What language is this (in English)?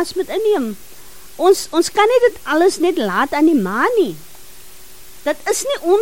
Afrikaans